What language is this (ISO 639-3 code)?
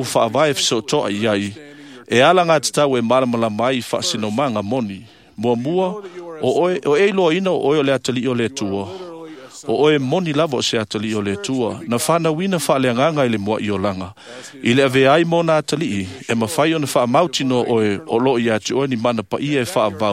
smo